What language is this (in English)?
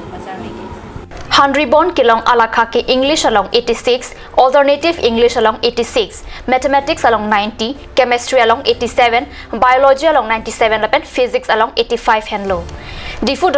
Karbi